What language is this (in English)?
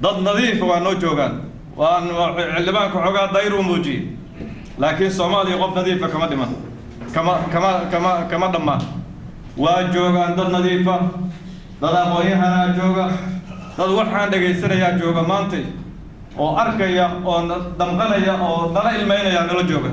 Somali